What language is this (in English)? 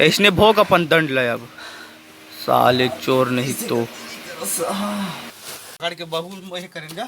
Chhattisgarhi